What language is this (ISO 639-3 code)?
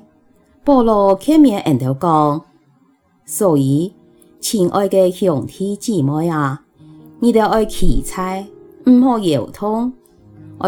hak